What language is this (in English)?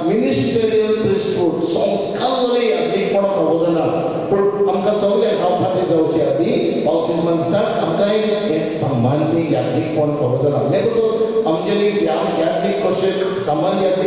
Konkani